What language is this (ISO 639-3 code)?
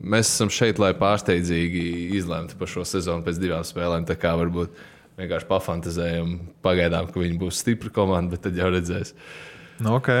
lav